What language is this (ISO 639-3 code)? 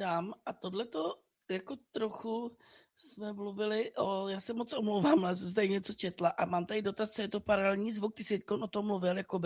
ces